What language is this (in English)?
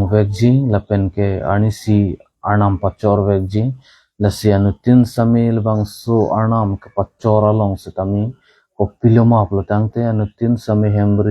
Karbi